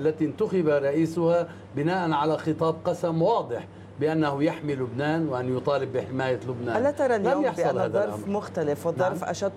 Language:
Arabic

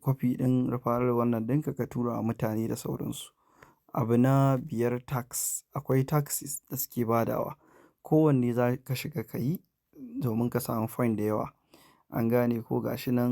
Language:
Hausa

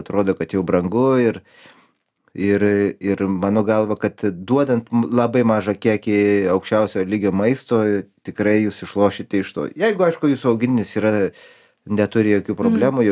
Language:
Lithuanian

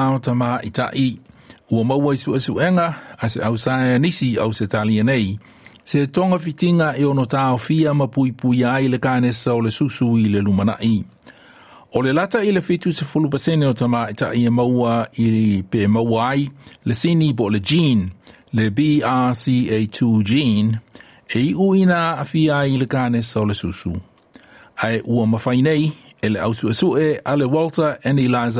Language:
Samoan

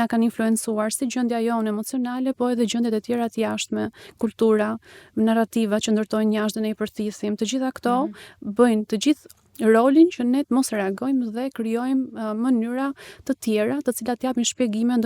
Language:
Albanian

